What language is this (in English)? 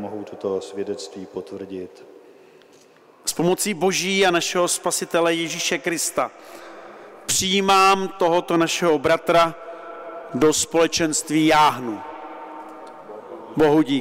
Czech